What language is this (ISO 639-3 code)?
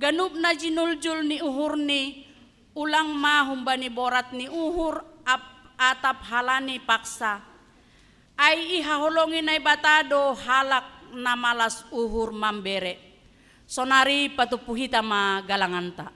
bts